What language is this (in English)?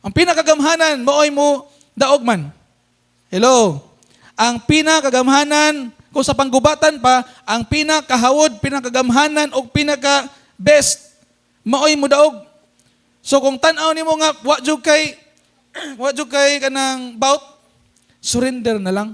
Cebuano